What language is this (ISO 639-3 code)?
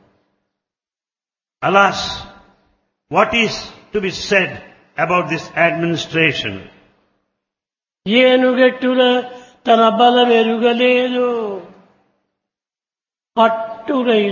tel